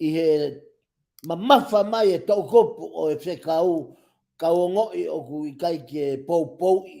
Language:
Tongan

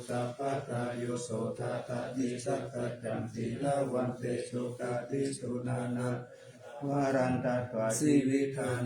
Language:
Pali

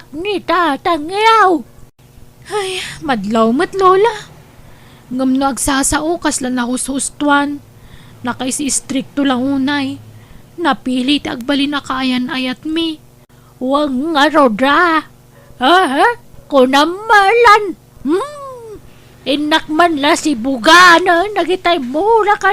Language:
Iloko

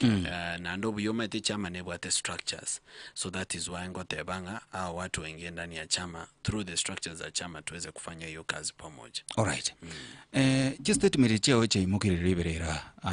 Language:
Gusii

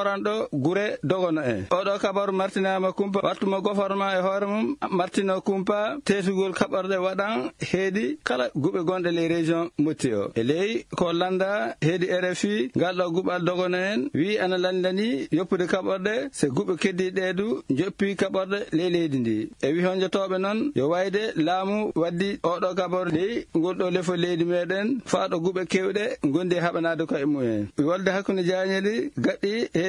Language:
Fula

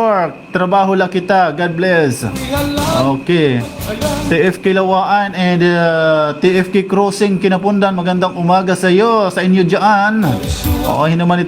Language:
Waray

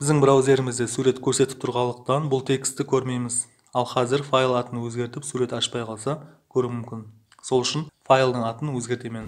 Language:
Kara-Kalpak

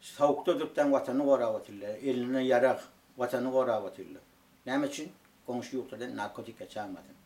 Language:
Turkmen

